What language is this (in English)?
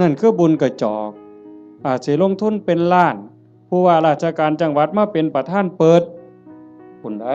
Northeastern Thai